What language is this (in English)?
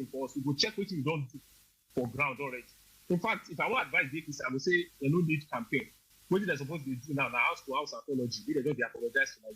Nigerian Pidgin